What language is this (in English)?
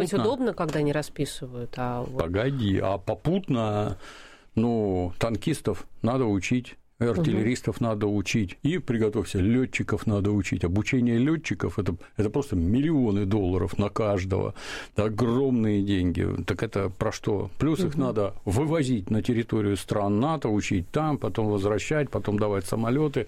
Russian